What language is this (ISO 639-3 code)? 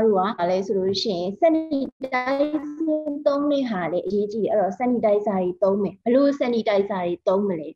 mya